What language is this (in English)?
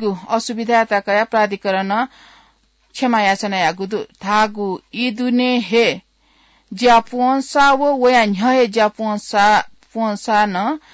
Newari